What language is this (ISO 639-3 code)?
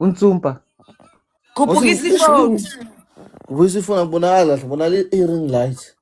zul